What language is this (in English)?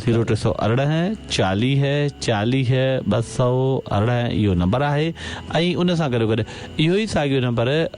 Sindhi